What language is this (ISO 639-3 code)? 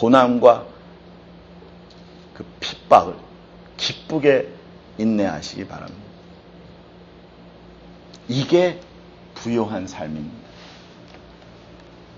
kor